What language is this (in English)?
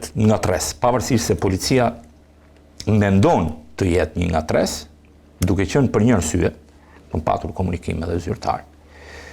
Albanian